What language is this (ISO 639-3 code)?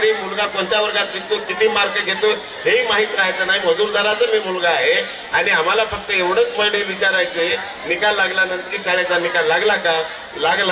mar